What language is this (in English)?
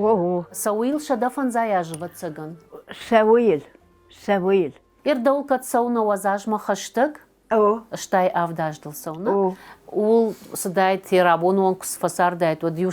Ossetic